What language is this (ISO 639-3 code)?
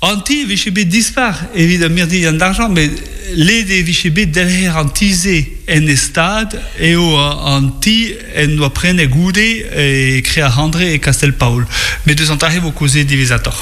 bre